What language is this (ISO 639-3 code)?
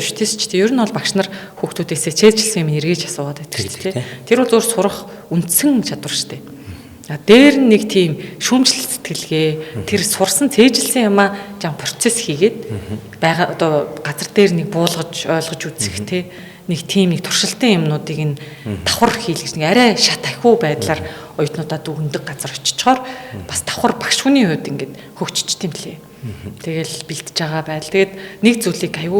mon